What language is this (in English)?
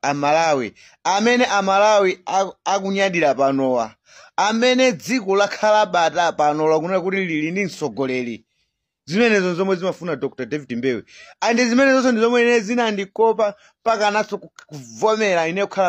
Nyanja